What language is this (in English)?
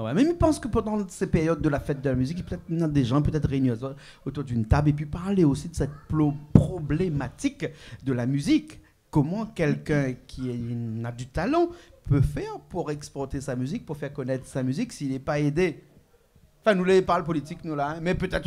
Réunion Creole French